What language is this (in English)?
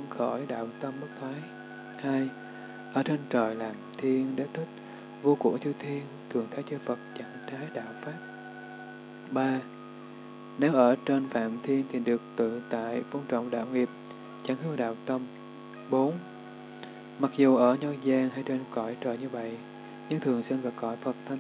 Vietnamese